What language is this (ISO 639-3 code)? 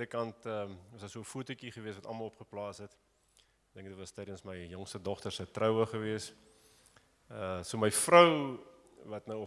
afr